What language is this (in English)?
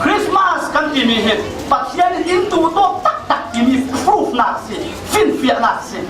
Falam Chin